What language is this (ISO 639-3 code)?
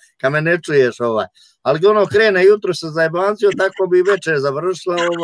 hrv